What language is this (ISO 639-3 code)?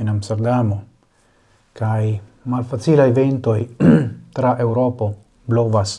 epo